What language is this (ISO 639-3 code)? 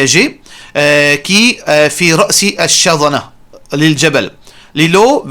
mfe